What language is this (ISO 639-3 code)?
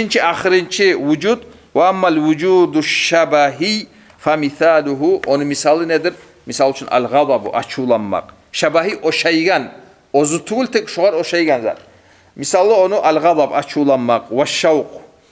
kum